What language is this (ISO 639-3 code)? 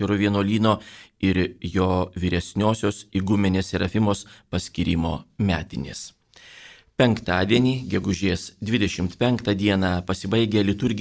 lit